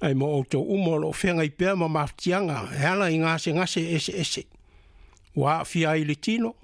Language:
Samoan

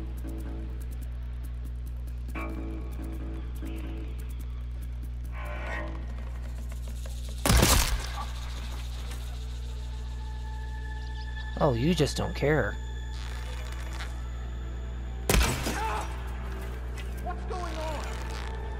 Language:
English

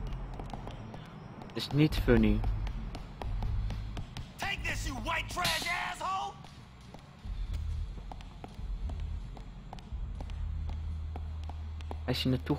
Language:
Dutch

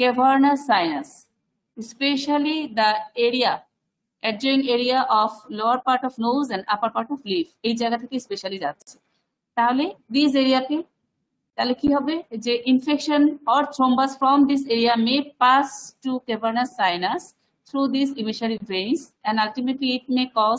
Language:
Bangla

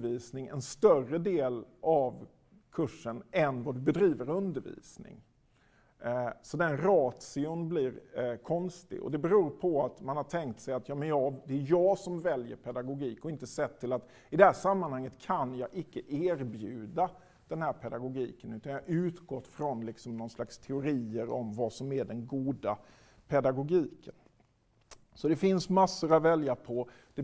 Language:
Swedish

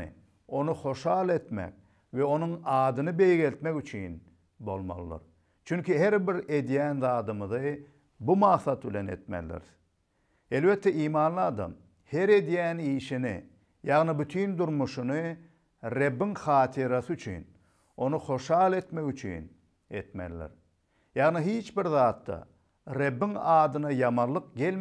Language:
Turkmen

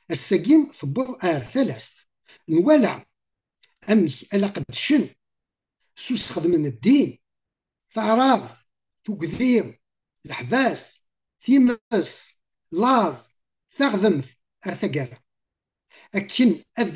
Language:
Kabyle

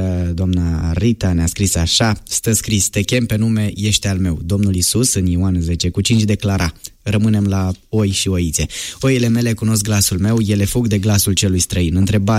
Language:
Romanian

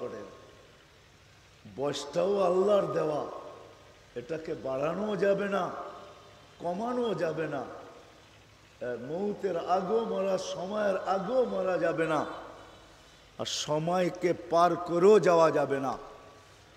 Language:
Bangla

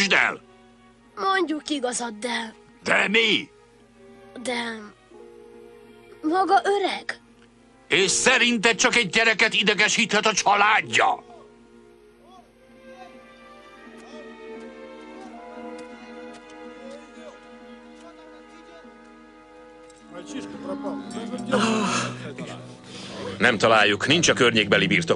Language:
Hungarian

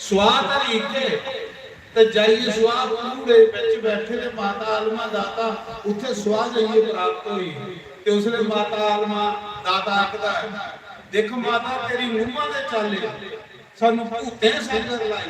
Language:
Dogri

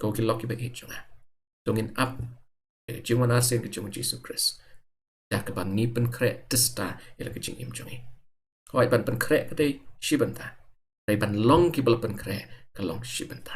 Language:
Khasi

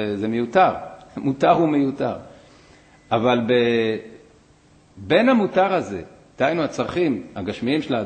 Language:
Hebrew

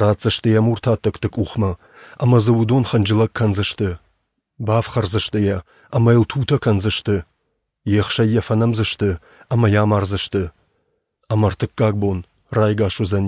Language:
Ossetic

